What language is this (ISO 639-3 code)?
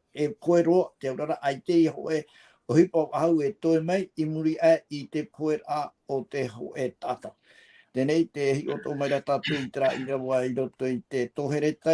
tah